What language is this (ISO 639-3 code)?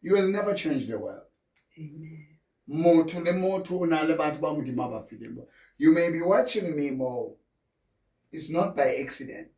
sot